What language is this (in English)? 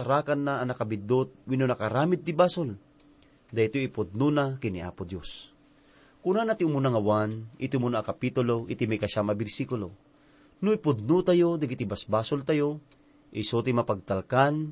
Iloko